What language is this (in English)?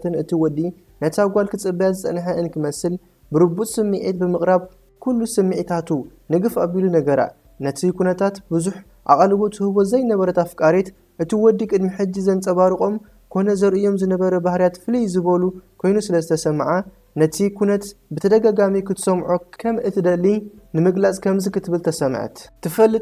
Tigrinya